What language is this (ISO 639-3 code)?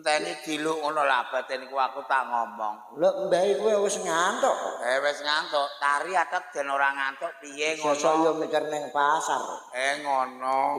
jav